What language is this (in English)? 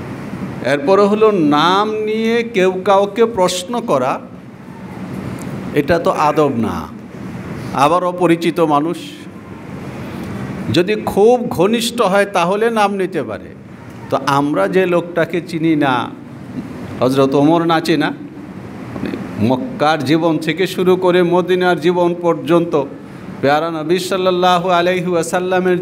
Bangla